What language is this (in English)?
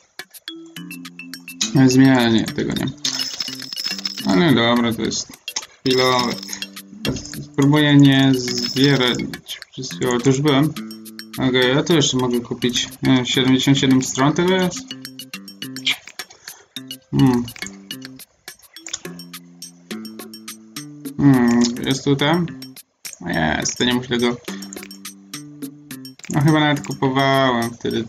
Polish